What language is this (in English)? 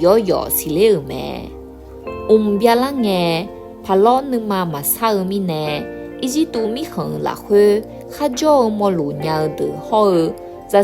Akha